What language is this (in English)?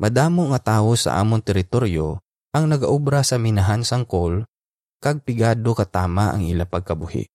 Hiligaynon